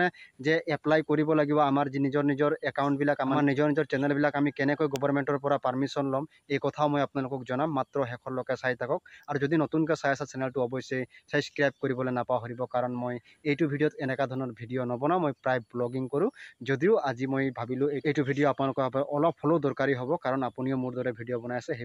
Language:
Assamese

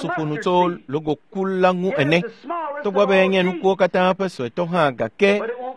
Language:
Ewe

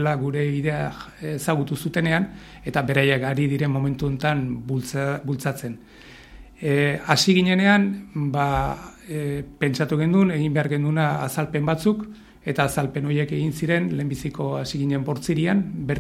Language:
Basque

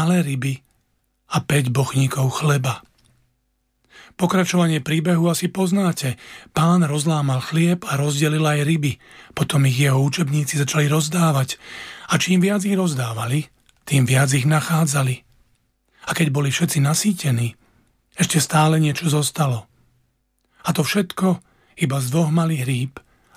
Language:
Slovak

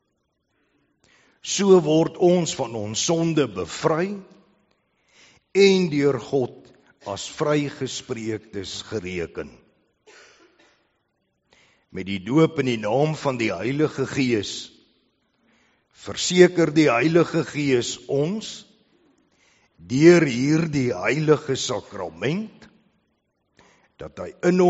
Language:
Afrikaans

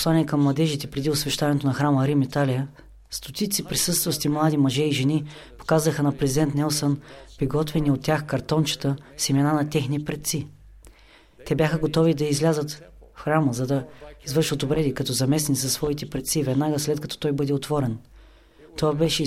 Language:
Bulgarian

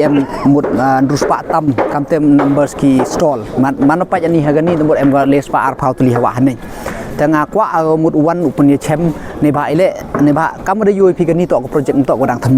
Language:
Pnar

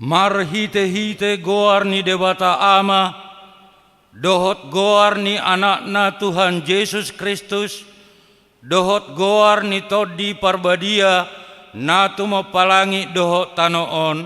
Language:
Batak Toba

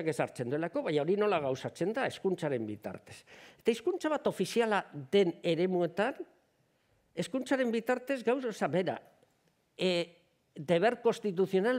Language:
Basque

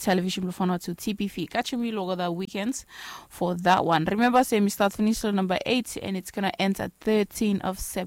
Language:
Bislama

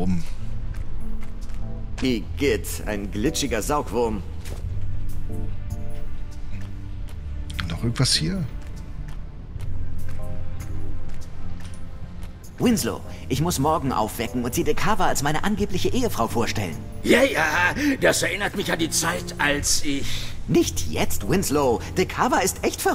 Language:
German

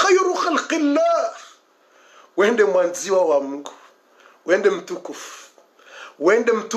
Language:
Swahili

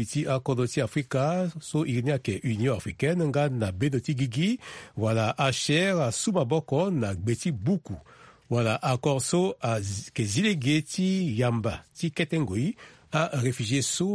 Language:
Sango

